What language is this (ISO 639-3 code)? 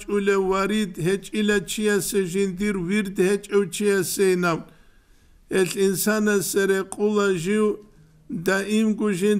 ava